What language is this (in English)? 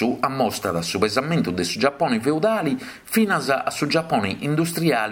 Sardinian